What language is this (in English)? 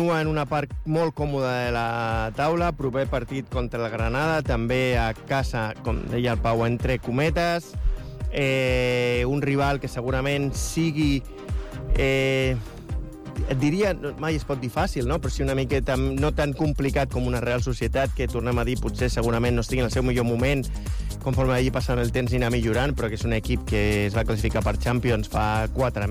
Catalan